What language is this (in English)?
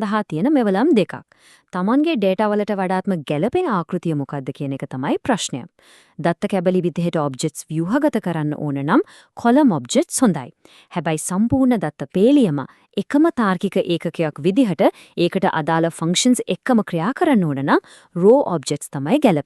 Sinhala